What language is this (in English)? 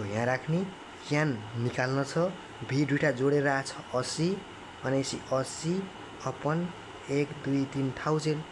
Nepali